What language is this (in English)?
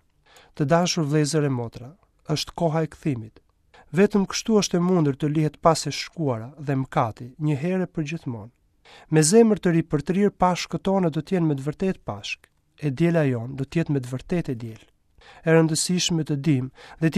Albanian